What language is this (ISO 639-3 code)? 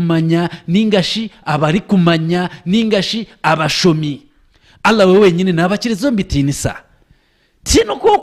nyn